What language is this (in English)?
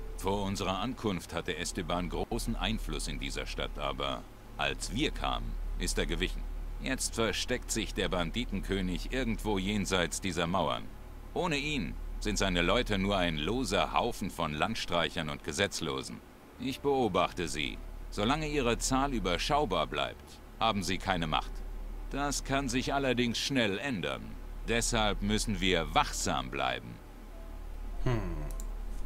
German